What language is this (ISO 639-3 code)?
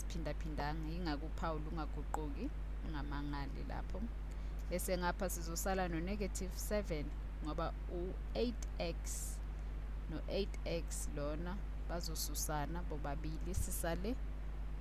zul